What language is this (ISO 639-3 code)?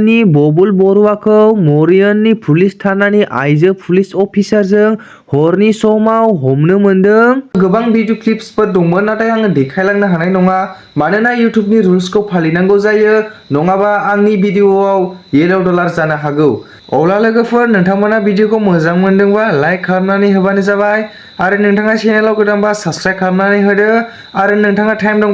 brx